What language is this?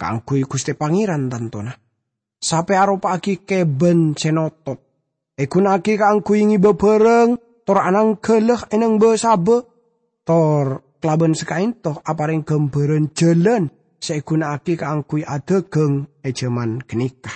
Madurese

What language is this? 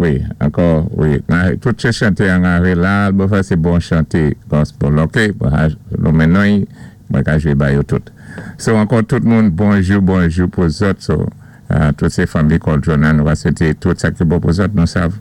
Saint Lucian Creole French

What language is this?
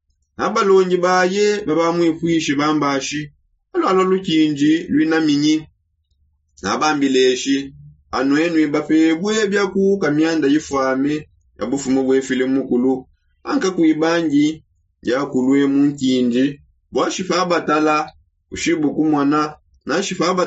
Songe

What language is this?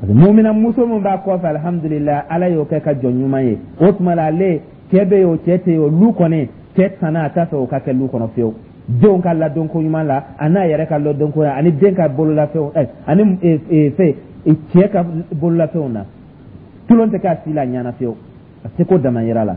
Dyula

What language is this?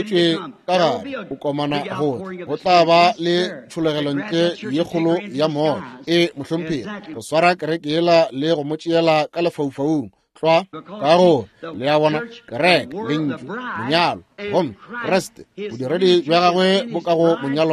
Northern Sotho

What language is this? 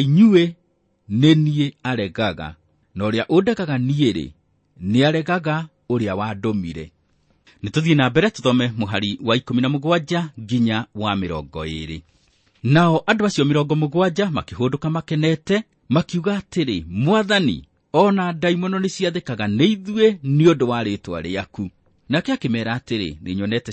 Kikuyu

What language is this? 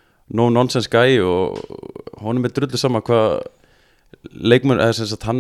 Icelandic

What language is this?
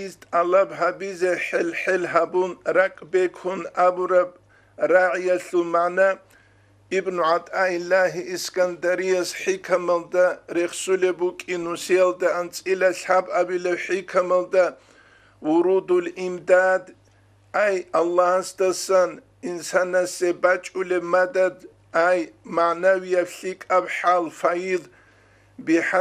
Avaric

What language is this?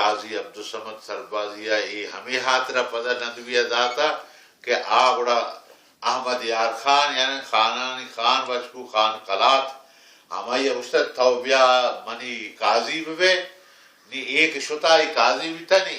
Baluchi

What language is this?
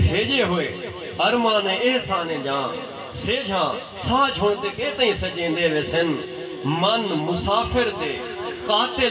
Saraiki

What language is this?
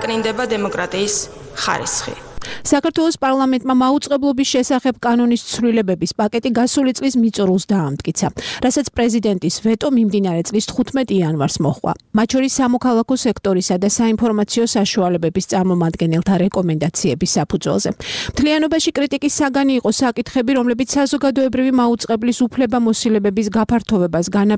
Georgian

